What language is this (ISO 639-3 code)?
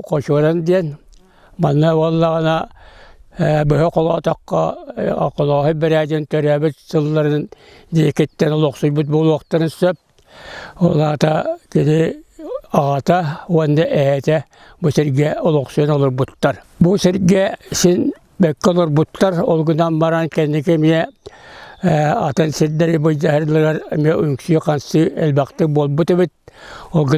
sah